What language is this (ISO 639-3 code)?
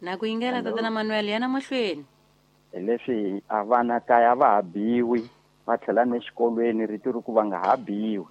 tso